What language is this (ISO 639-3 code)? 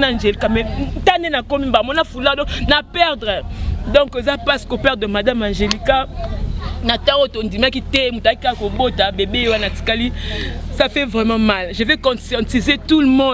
lin